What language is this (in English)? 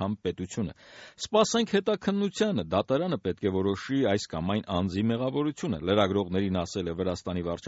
Armenian